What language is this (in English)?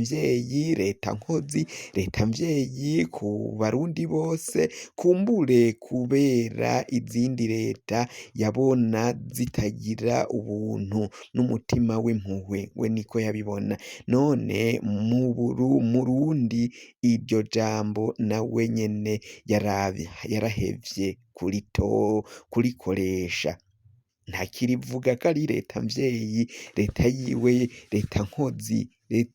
Rundi